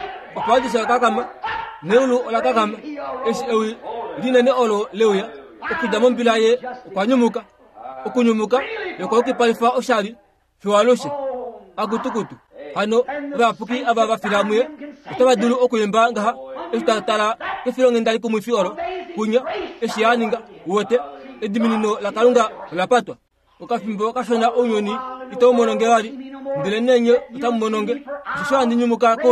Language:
Kuanyama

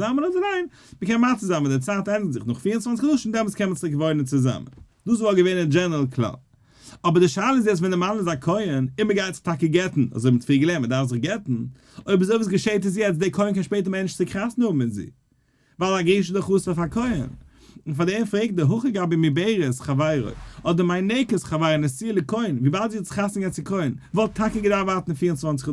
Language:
Yiddish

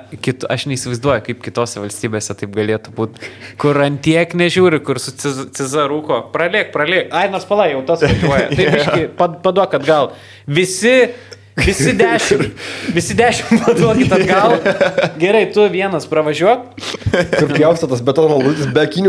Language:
Lithuanian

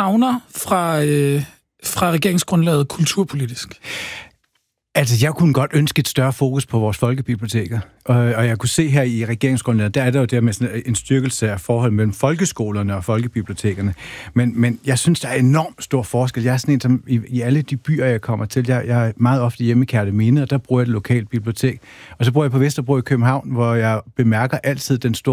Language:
Danish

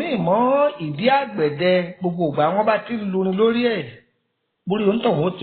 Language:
Yoruba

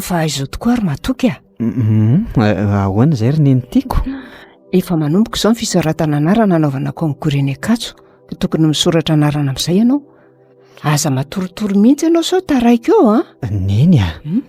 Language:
Malagasy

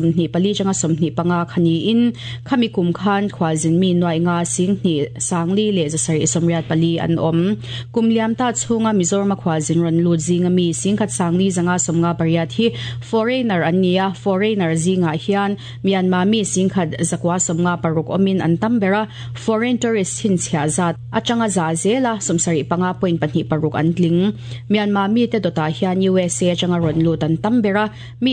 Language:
Mizo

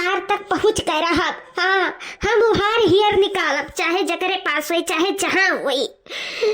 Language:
Awadhi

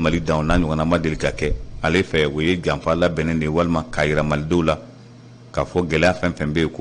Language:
Bambara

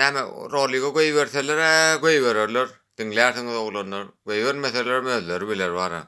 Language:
Turkmen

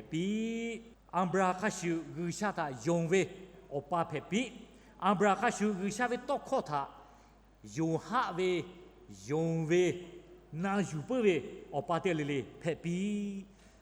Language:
Lahu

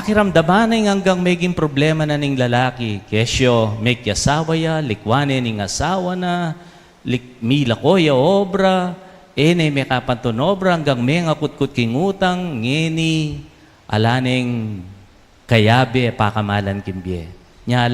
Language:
Pampanga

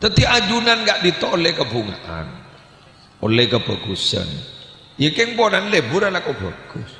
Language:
Madurese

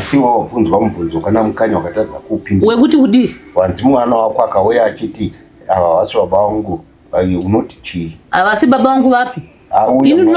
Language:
Shona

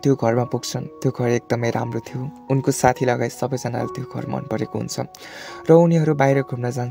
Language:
Nepali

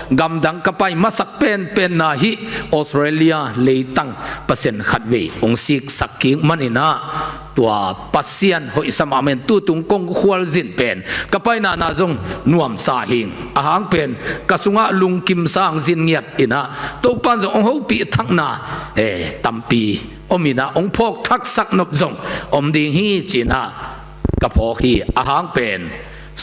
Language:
Tedim Chin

